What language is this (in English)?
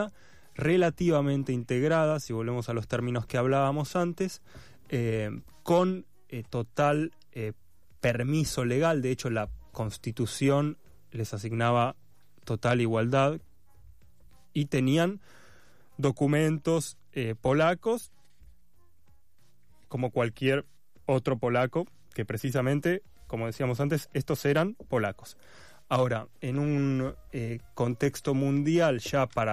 Spanish